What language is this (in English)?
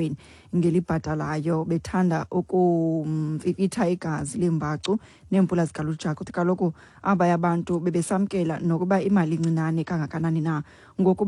Xhosa